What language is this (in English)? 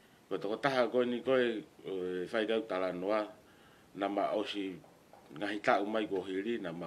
Tongan